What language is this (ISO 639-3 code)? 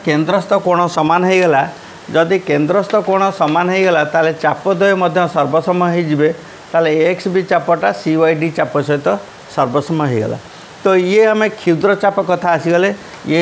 ori